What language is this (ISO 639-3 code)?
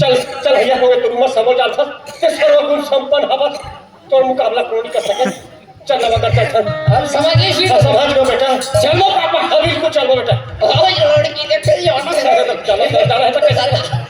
hne